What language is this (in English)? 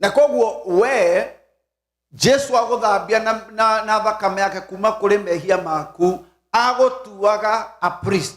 Kikuyu